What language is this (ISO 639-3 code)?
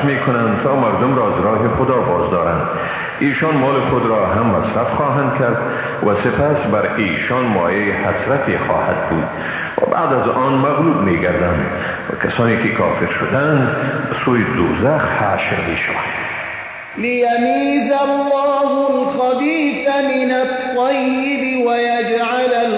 fas